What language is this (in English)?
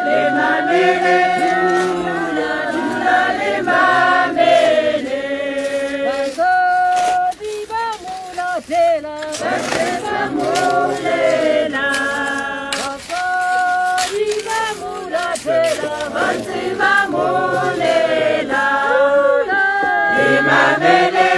Tswana